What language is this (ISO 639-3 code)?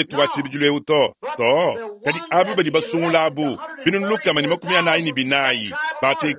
lua